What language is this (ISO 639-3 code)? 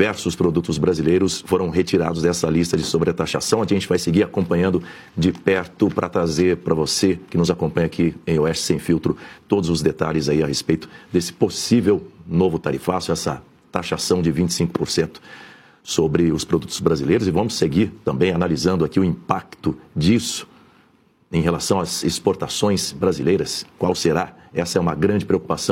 por